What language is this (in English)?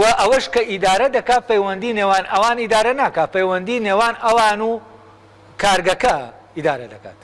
Central Kurdish